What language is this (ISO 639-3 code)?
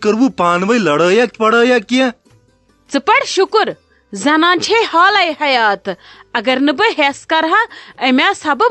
kas